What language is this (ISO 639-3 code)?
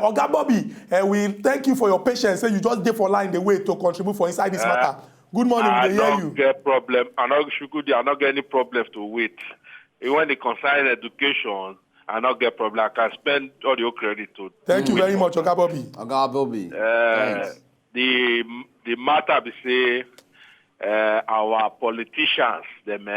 pcm